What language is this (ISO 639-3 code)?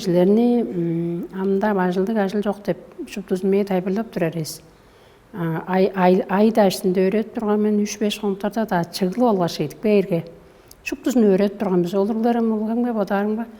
tyv